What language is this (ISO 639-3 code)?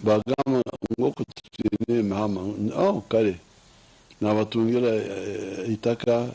nyn